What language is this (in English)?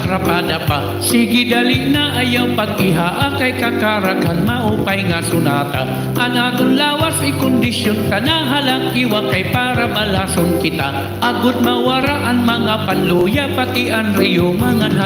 Waray